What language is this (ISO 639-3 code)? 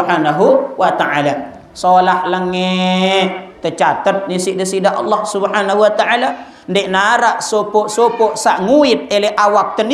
sas